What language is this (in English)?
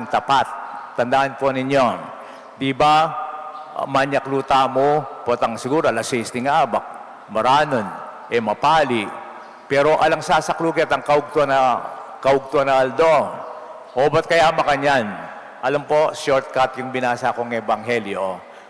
Pampanga